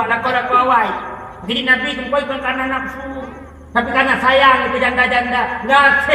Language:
Achinese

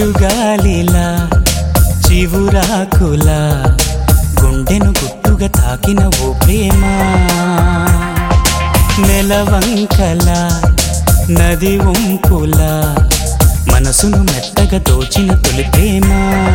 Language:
Telugu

